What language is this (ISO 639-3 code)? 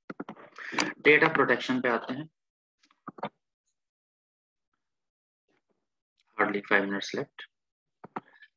hin